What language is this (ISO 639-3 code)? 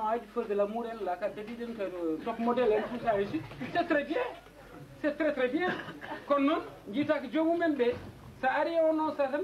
ful